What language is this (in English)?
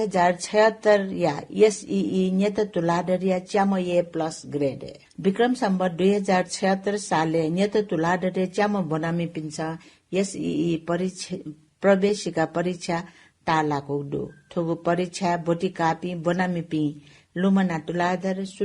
Newari